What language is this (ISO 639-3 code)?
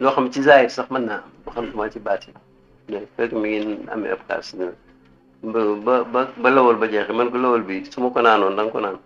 wol